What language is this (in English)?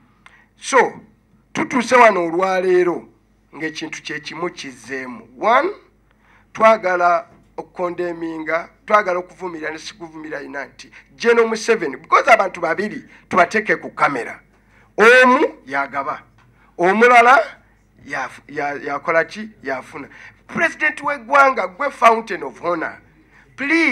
Ganda